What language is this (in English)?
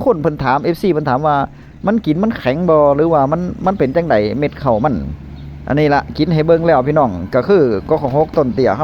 Northeastern Thai